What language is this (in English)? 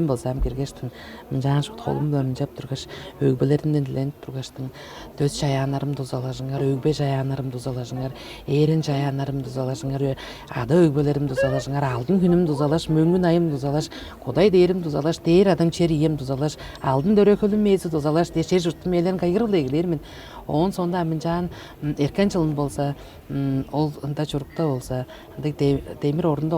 Tuvinian